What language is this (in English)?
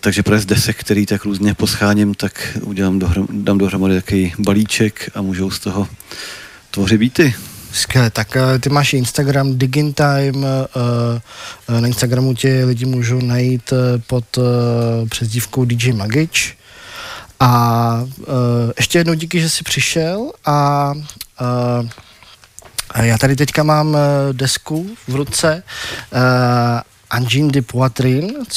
Czech